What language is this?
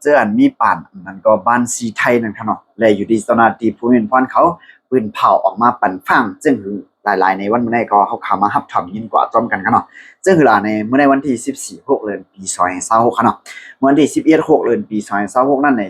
Shan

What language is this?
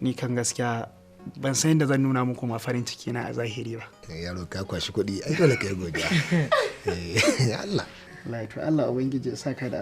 Hausa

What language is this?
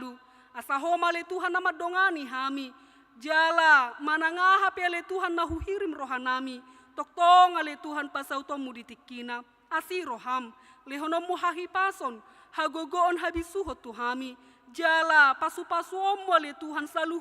Batak Toba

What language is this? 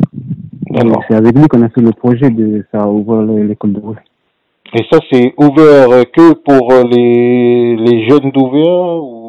French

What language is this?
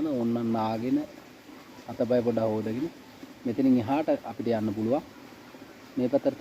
Sinhala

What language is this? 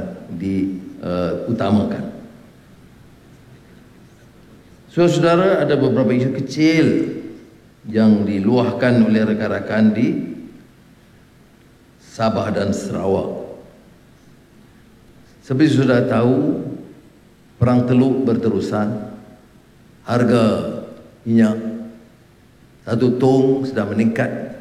Malay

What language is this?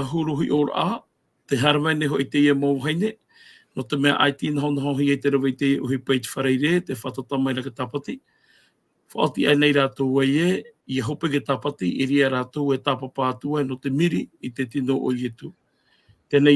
Tahitian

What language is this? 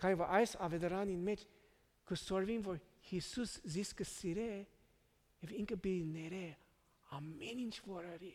Armenian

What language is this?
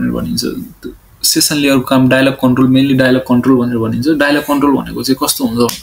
Nepali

